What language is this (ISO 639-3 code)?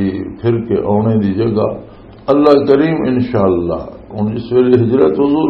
lah